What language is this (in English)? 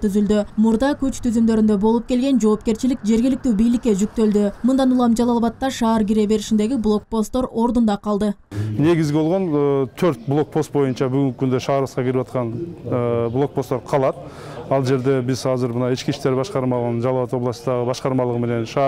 Kyrgyz